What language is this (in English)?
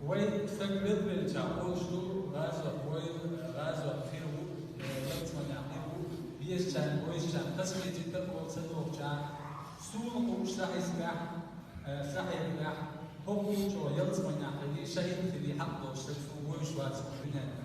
Chechen